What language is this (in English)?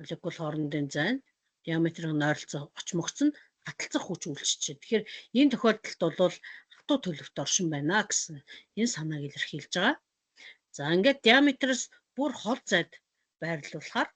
Mongolian